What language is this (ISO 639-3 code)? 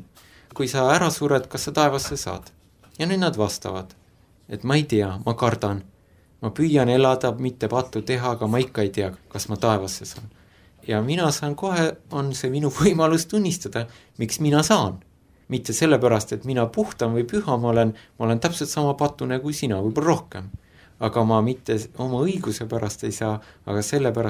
est